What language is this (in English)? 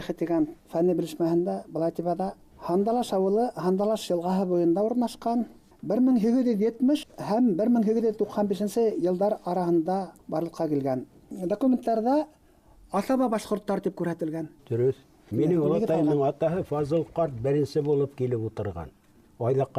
Bashkir